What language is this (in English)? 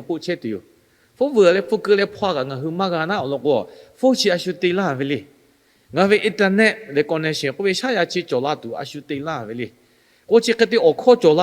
Lahu